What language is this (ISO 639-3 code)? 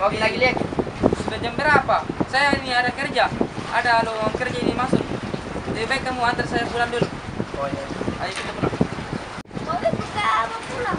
mfp